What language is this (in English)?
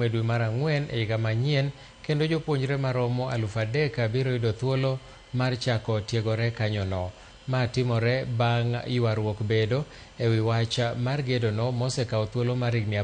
Luo (Kenya and Tanzania)